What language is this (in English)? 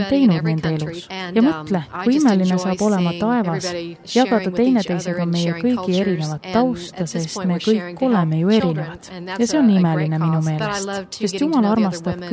Estonian